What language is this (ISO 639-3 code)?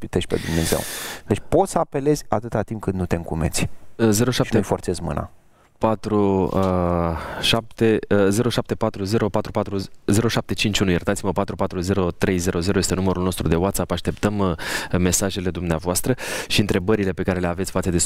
ron